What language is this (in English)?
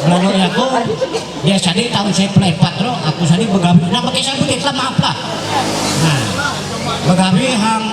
Ma'anyan